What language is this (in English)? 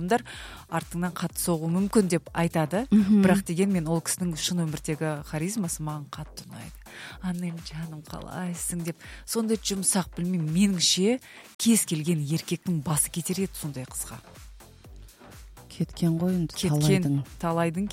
Kazakh